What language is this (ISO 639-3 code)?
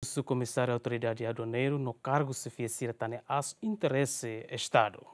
tet